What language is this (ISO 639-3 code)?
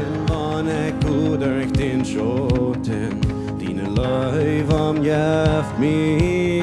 pdt